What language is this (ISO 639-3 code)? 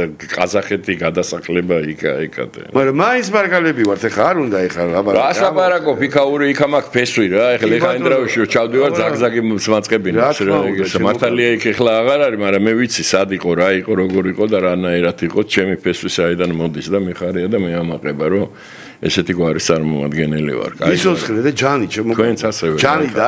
kat